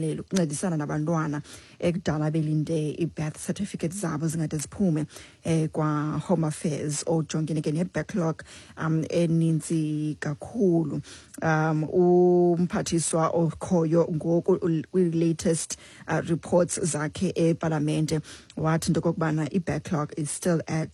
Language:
Xhosa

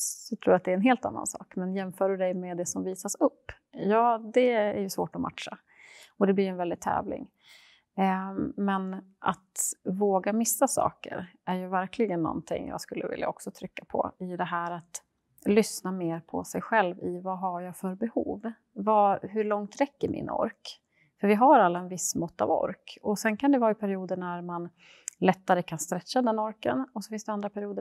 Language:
Swedish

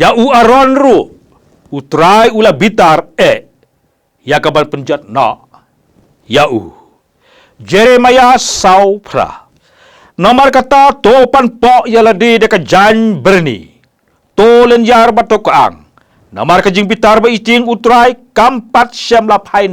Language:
Khasi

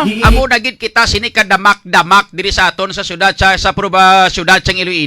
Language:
Hiligaynon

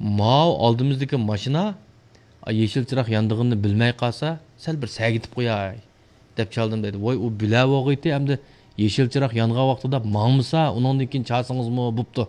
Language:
Uyghur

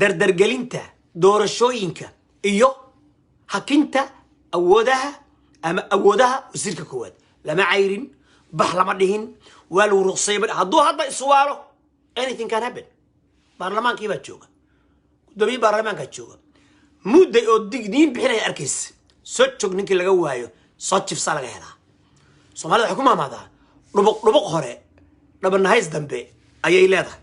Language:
Somali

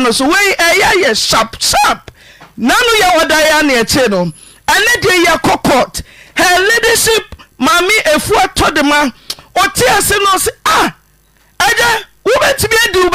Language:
Akan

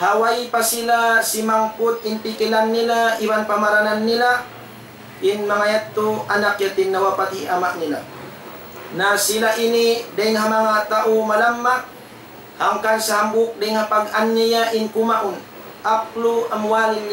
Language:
Tausug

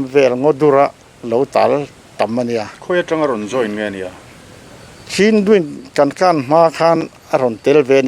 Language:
Mizo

